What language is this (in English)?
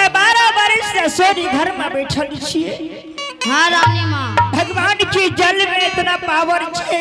Angika